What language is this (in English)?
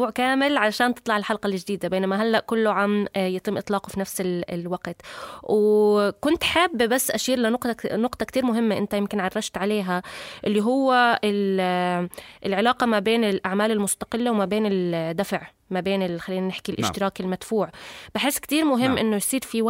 North Levantine Arabic